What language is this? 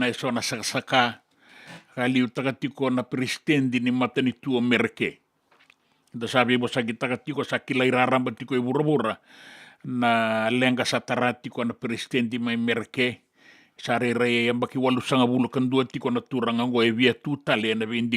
Fijian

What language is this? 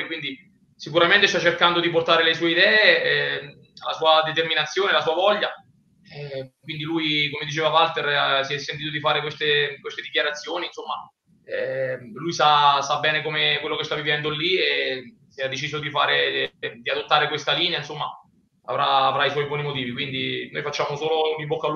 Italian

